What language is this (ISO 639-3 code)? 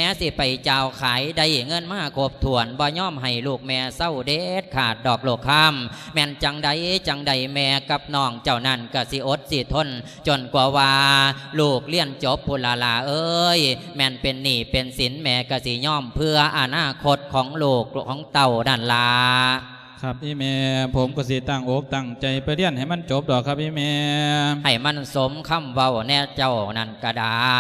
lao